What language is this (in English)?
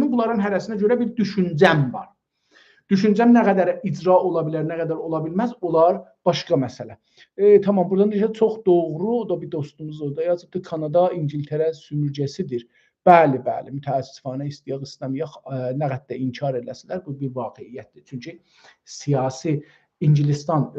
South Azerbaijani